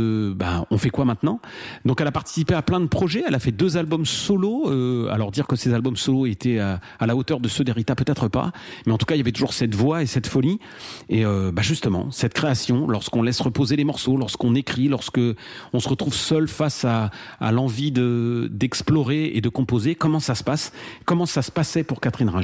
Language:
French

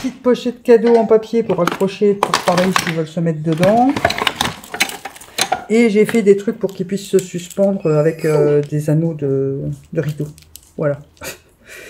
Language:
French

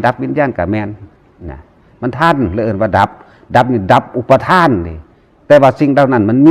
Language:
Northeastern Thai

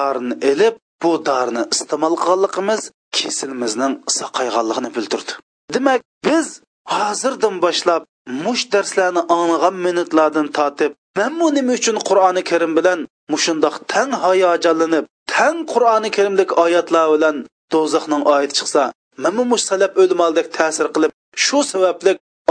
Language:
Uyghur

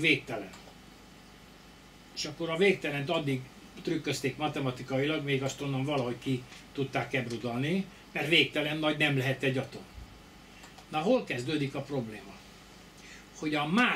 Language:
Hungarian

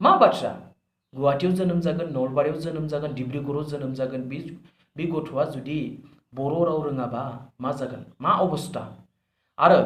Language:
Bodo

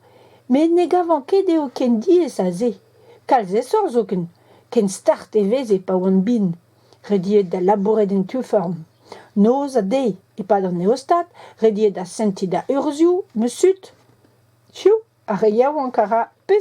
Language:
Breton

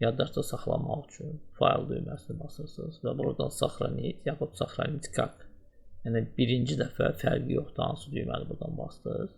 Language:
Azerbaijani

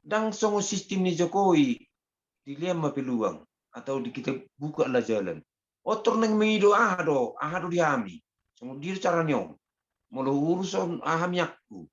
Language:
Batak Toba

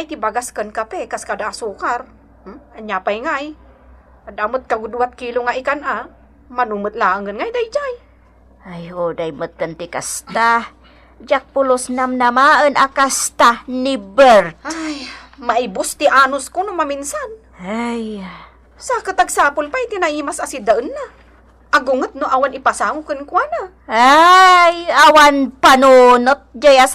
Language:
Iloko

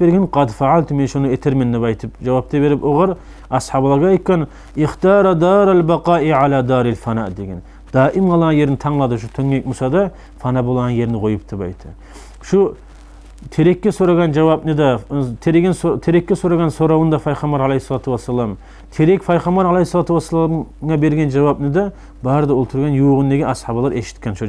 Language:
Kumyk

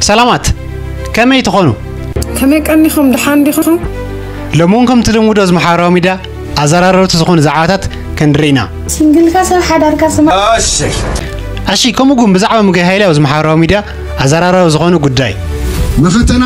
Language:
Tigrinya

